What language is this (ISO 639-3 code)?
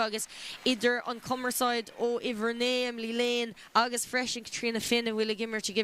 gle